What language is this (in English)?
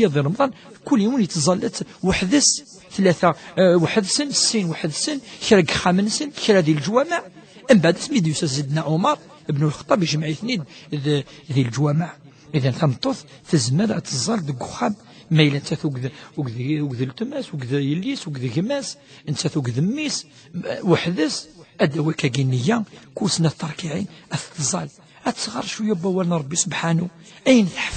Kabyle